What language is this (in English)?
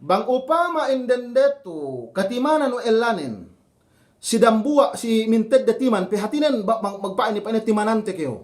Yakan